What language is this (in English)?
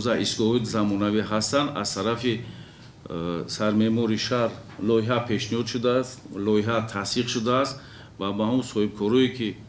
Tajik